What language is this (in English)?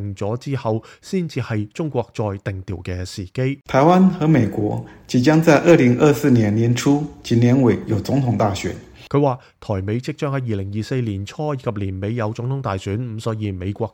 Cantonese